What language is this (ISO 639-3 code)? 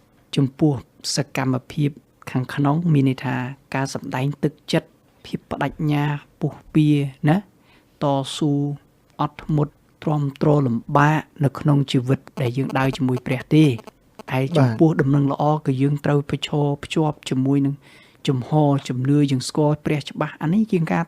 khm